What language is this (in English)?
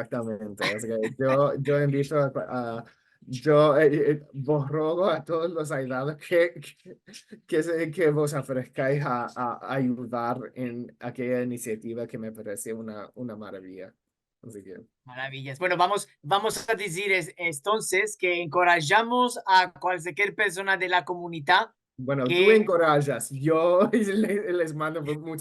Ladino